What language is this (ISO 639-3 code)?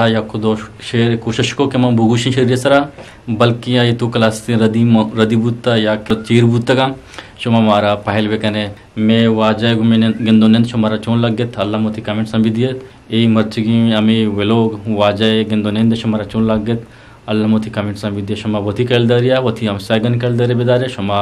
bgp